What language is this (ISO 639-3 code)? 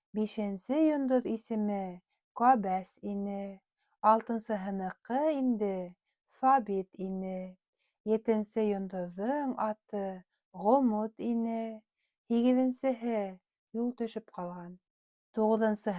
bak